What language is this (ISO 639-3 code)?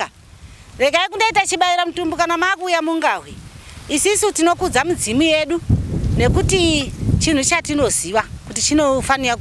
sna